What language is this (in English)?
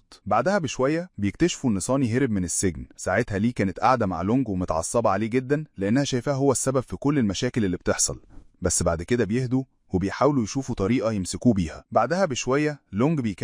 Egyptian Arabic